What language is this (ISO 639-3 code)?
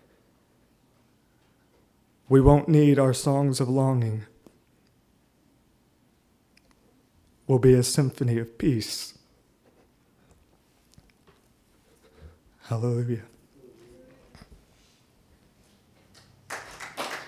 eng